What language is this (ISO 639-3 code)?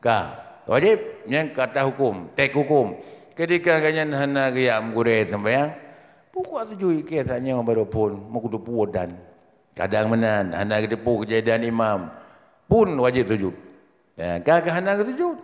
ace